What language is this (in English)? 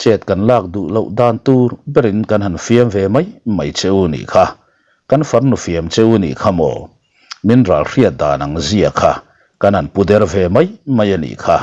Mizo